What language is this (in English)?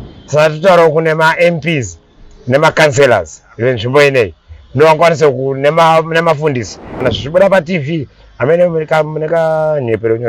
Shona